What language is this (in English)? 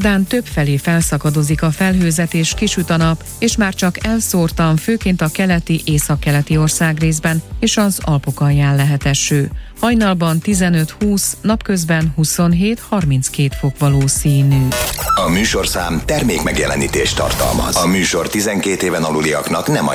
Hungarian